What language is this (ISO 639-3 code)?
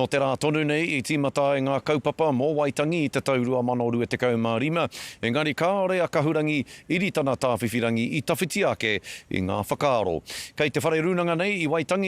mri